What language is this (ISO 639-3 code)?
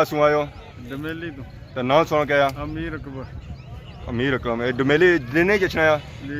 phr